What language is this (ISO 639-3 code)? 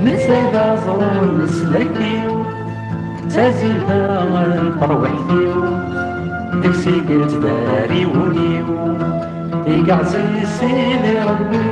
kab